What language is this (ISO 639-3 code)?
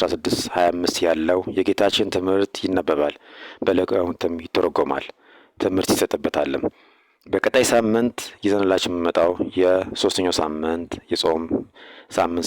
amh